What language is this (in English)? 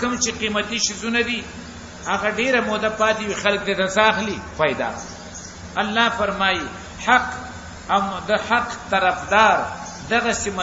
Pashto